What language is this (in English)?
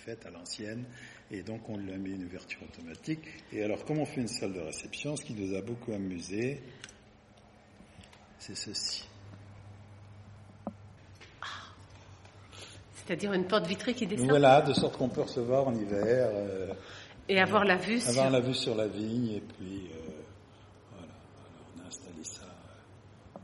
French